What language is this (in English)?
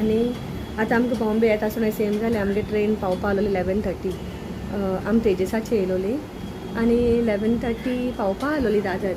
Konkani